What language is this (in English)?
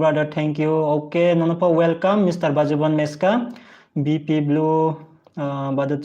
Riang (India)